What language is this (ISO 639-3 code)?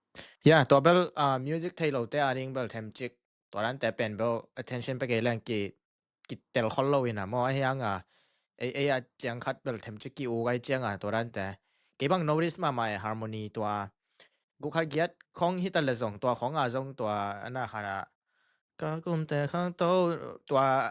ctd